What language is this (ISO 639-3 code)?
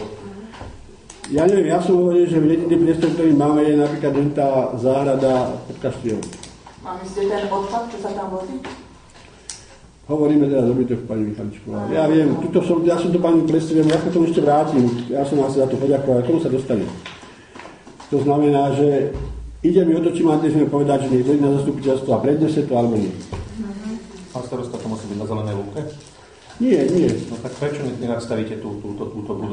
slk